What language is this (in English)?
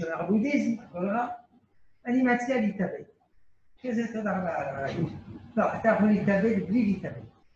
Hebrew